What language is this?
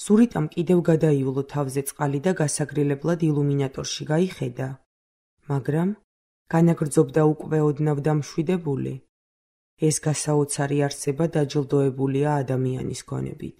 Georgian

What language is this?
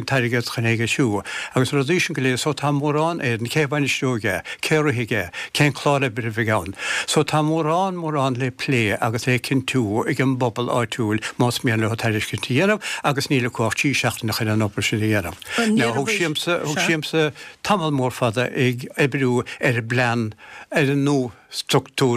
Irish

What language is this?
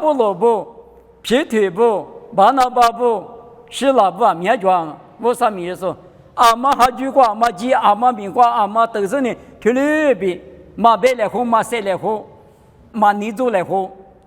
Lisu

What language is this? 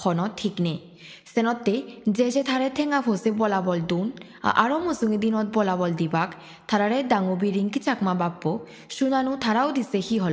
Chakma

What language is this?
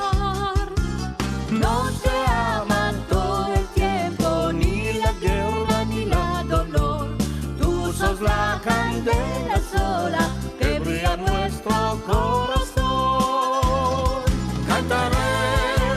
Ladino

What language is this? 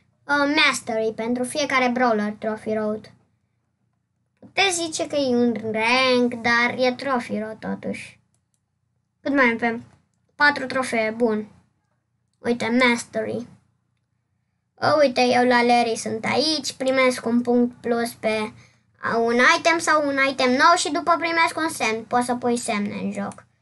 Romanian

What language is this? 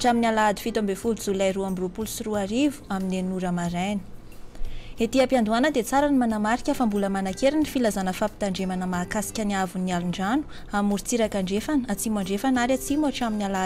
Malagasy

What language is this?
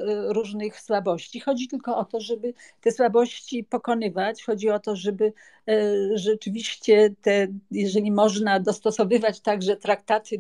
Polish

